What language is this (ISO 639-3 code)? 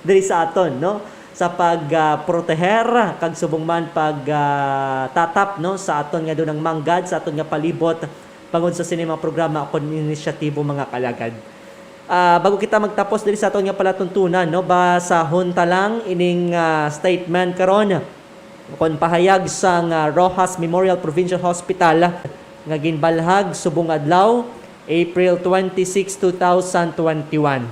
hil